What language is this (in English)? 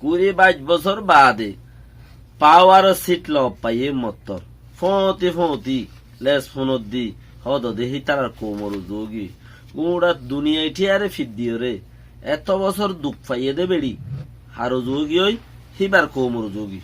Rohingya